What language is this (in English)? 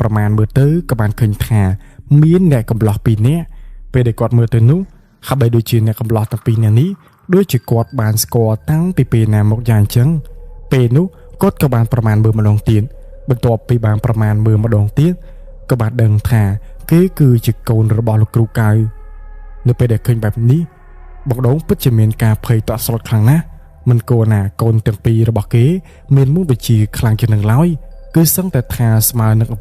Khmer